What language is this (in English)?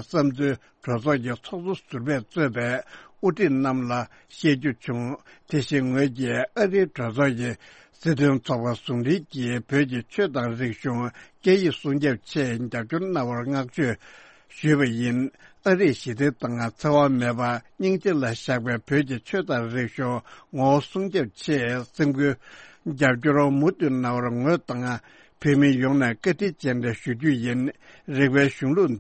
Tibetan